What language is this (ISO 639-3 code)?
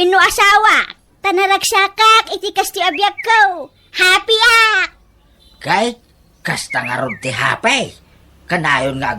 ilo